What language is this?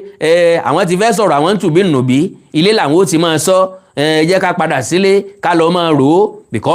Yoruba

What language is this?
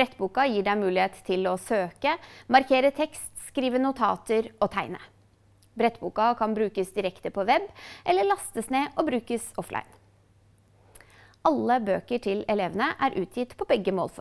Norwegian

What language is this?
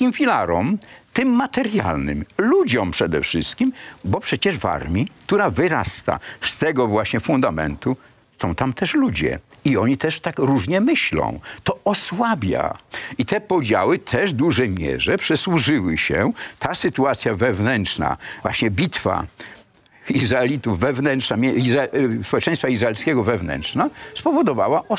Polish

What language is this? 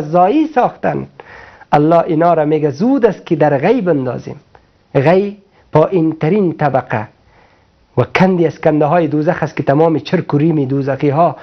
Persian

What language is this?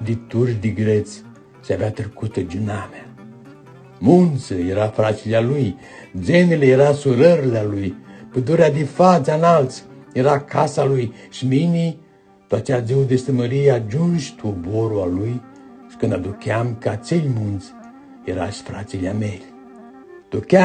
Aromanian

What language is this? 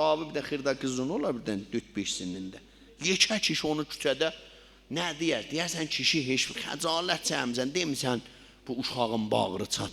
South Azerbaijani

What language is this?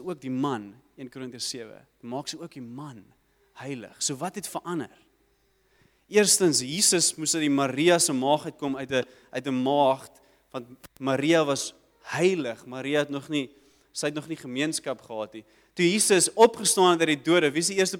Afrikaans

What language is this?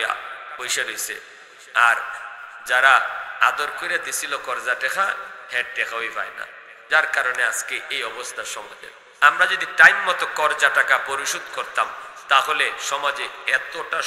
Bangla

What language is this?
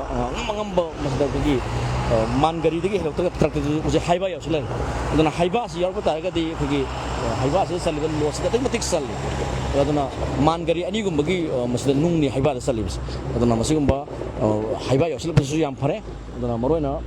Manipuri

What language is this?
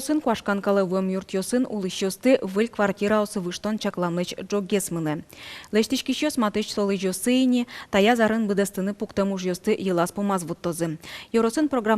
Udmurt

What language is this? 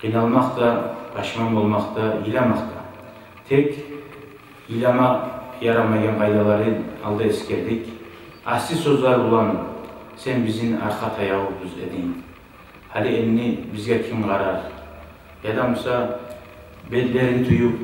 Kumyk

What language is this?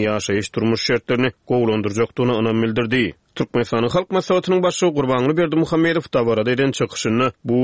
Turkmen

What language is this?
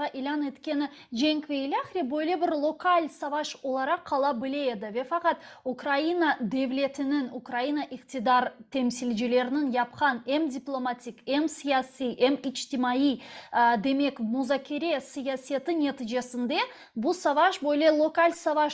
Crimean Tatar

